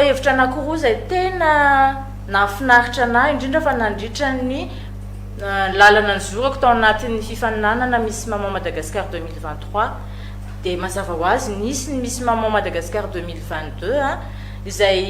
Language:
Malagasy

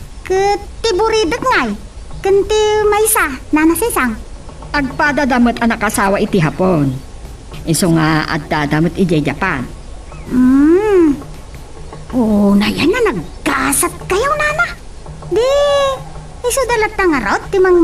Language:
Iloko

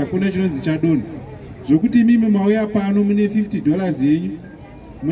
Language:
Shona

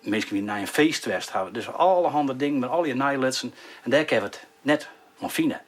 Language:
Western Frisian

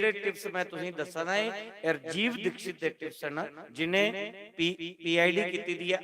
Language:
Dogri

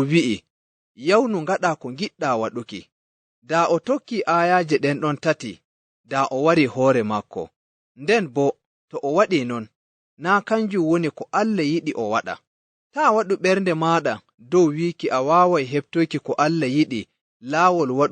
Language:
Nigerian Fulfulde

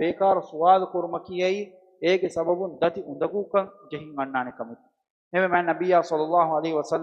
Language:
Divehi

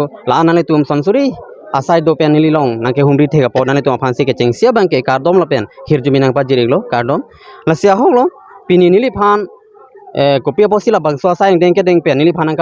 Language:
Karbi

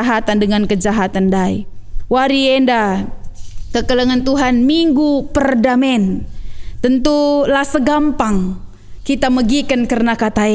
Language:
Batak Karo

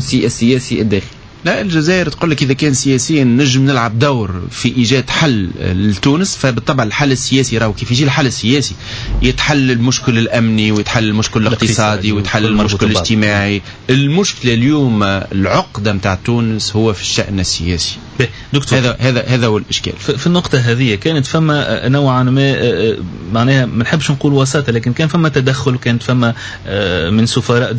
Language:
Tunisian Arabic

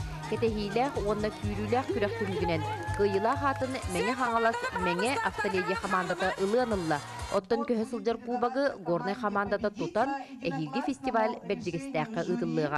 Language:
Yakut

